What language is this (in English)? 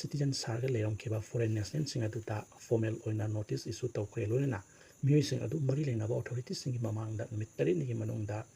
Manipuri